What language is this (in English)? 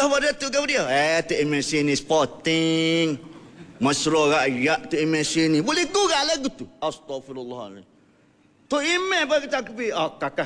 Malay